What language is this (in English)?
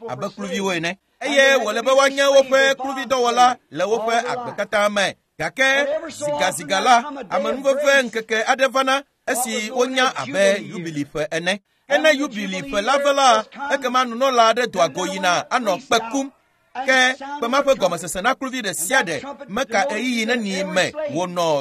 Ewe